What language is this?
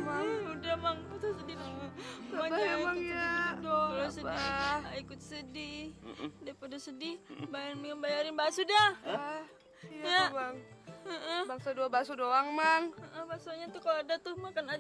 Betawi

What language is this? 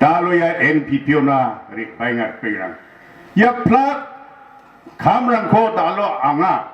Garo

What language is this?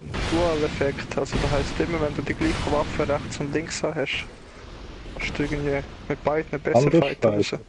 Swiss German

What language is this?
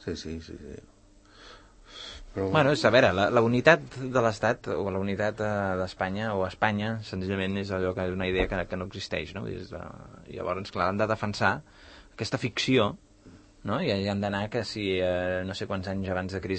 Catalan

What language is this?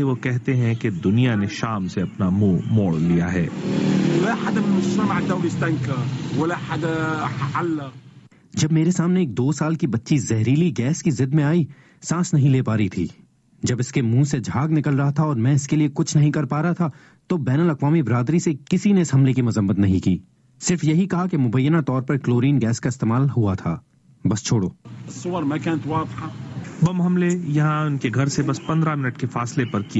Urdu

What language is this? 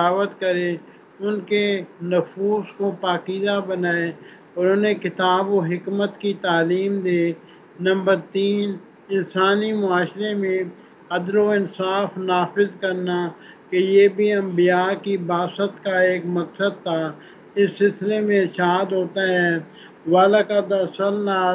Urdu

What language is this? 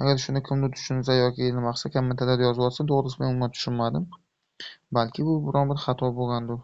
Uzbek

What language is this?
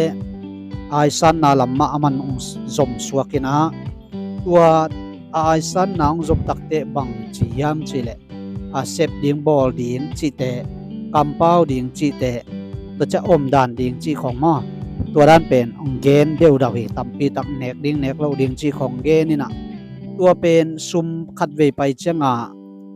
Tedim Chin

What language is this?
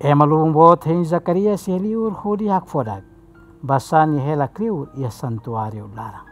Tetum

